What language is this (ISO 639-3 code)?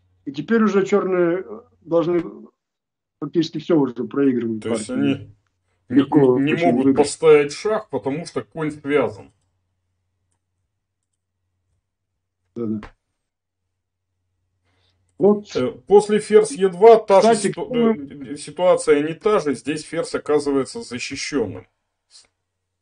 rus